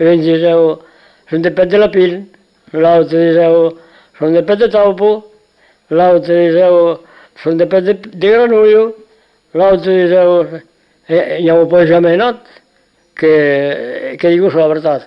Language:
Occitan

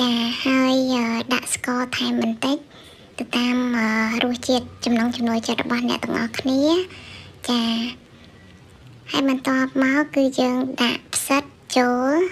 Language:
Khmer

